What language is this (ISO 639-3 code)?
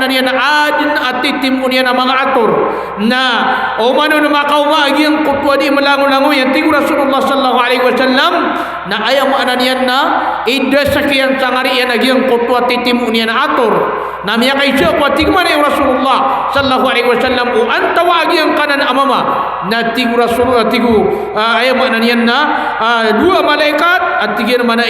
mrw